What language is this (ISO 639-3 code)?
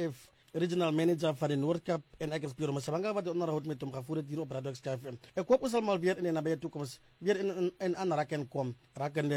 afr